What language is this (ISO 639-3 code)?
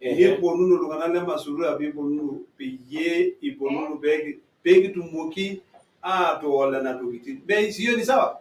mas